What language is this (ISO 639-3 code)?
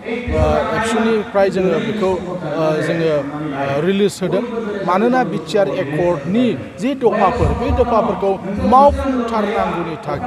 brx